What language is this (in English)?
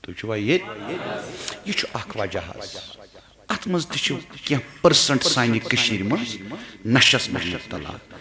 Kashmiri